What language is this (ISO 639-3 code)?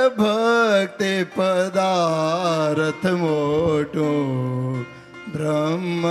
guj